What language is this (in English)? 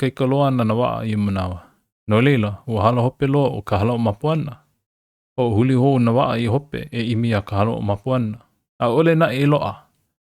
Hawaiian